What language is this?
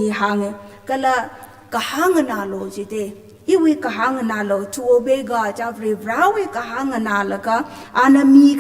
Tangkhul Naga (India)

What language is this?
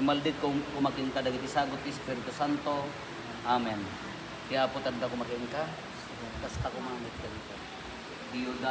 Iloko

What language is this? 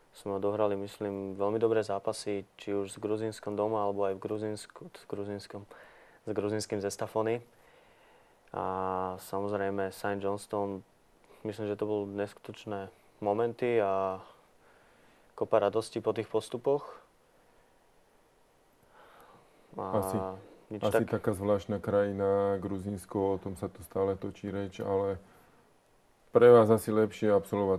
Slovak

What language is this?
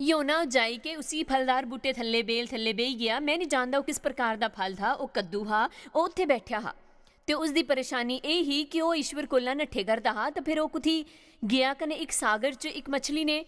Dogri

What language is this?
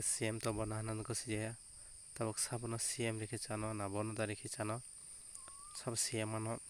Kok Borok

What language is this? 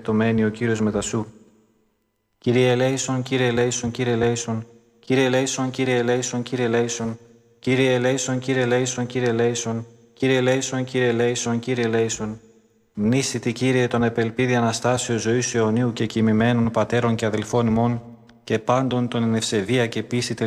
Greek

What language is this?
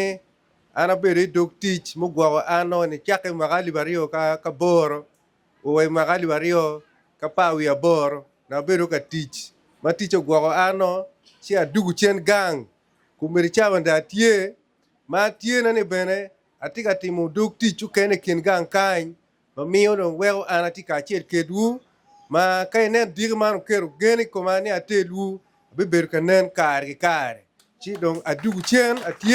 Acoli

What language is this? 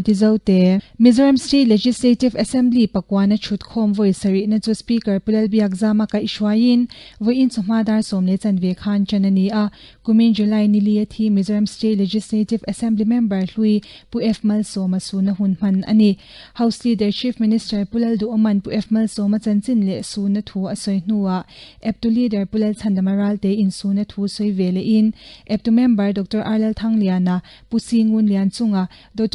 Mizo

